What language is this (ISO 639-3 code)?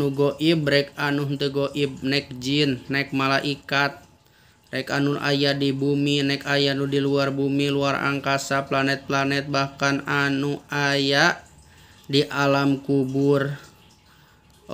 sun